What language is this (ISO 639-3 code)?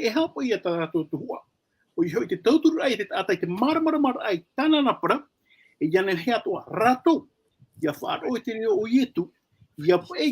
tah